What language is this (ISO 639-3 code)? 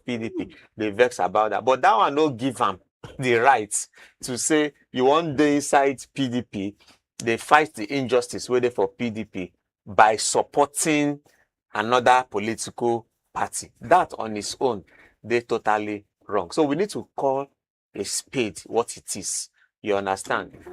pcm